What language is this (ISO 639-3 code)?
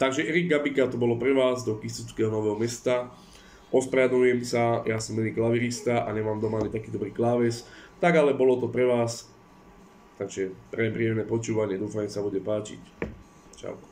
slk